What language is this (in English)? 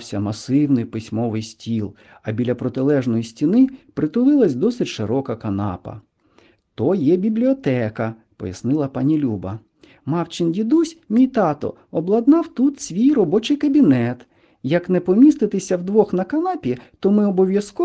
Ukrainian